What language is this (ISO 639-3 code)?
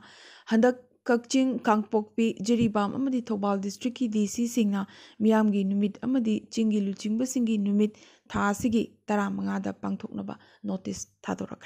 mni